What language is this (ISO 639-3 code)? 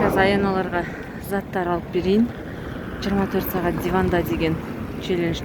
kaz